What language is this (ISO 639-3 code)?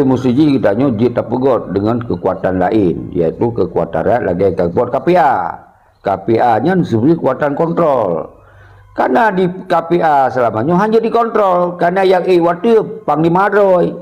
ace